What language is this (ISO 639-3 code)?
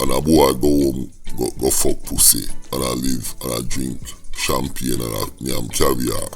jam